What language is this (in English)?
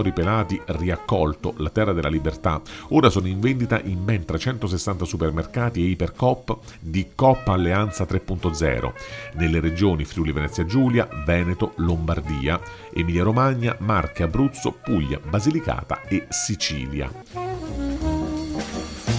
Italian